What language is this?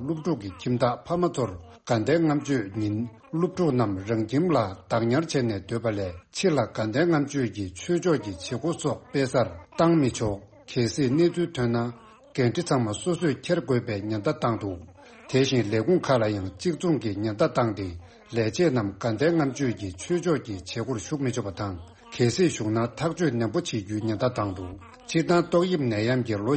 Tibetan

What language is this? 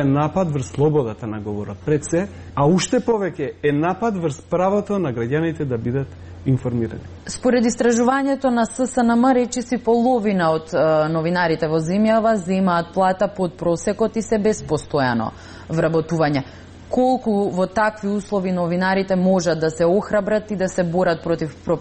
Macedonian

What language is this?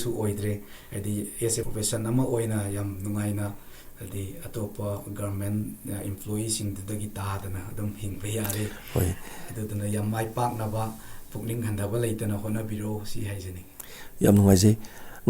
Manipuri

